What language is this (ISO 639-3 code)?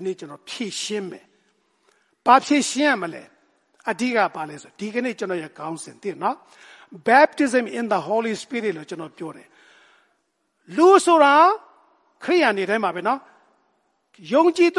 mya